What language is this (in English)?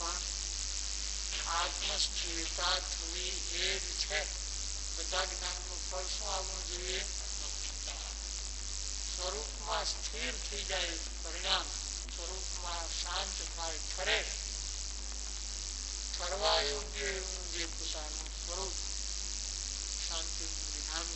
Gujarati